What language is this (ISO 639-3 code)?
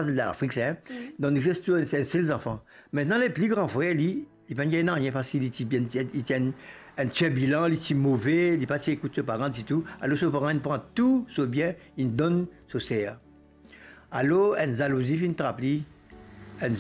mfe